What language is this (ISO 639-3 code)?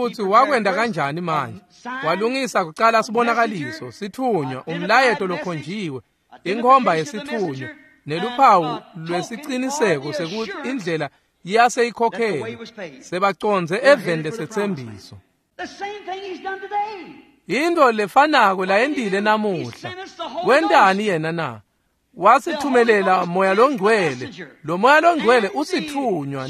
ssw